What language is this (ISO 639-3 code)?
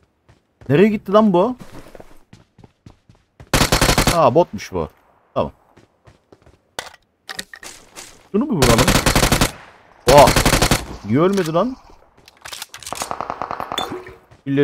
tur